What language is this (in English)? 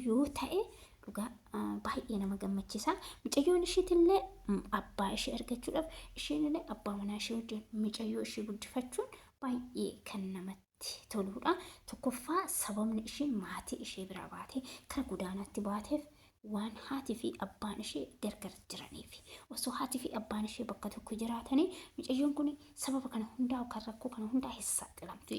Oromo